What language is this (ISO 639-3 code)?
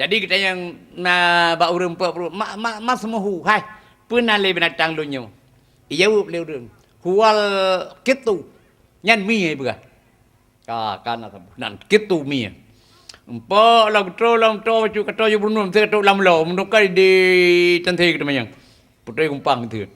ace